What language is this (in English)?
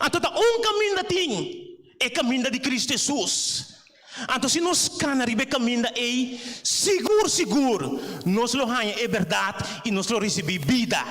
Papiamento